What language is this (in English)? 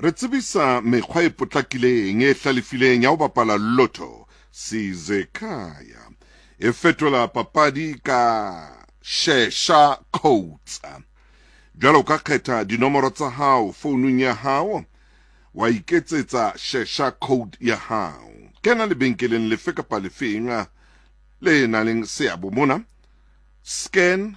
Southern Sotho